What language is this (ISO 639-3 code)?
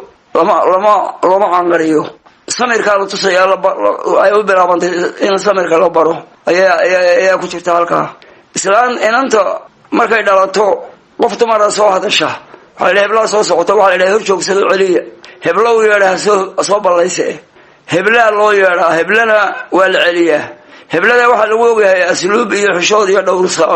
som